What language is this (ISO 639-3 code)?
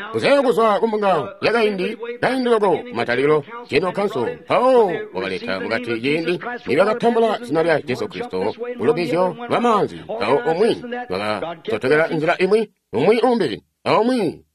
toi